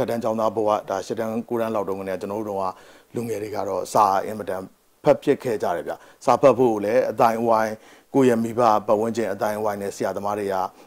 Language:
Burmese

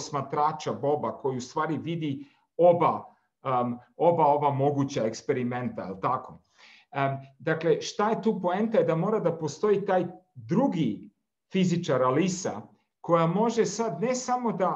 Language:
Serbian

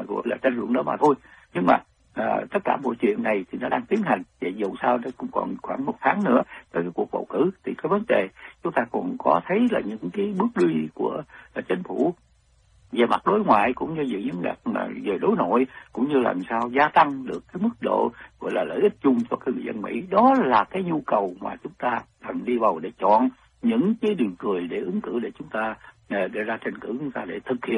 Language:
Vietnamese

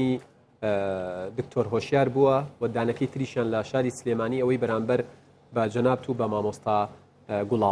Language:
Central Kurdish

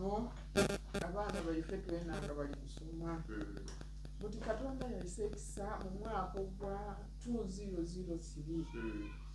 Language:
Soga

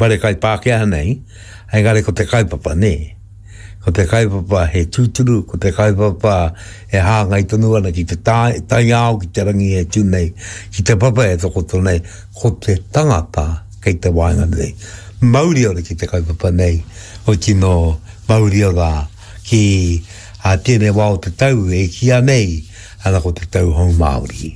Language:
Māori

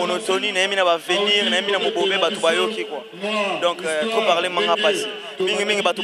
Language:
Lingala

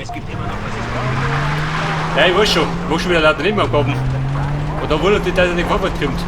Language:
Bavarian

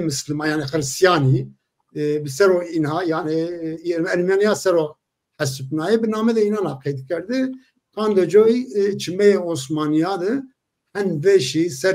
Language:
Zaza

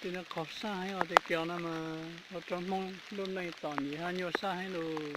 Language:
Hmong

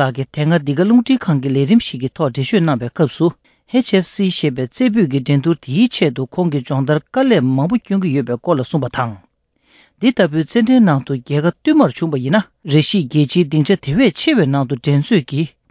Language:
Tibetan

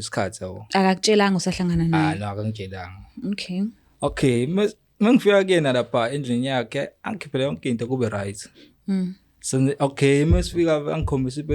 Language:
Zulu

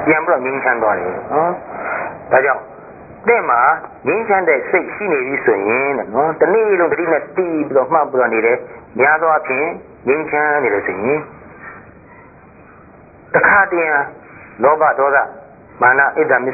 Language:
Burmese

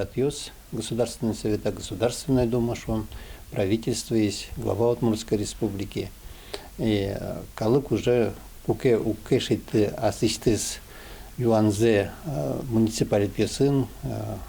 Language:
Udmurt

